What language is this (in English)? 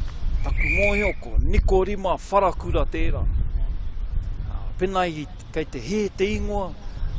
Māori